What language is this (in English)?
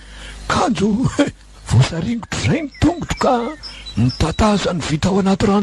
Malagasy